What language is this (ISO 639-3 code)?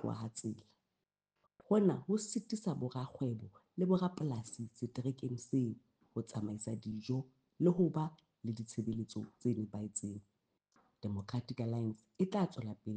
sot